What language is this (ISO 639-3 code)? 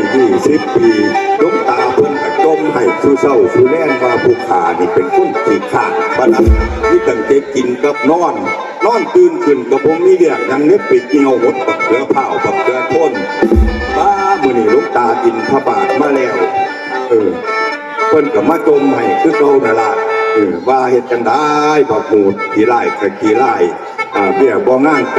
tts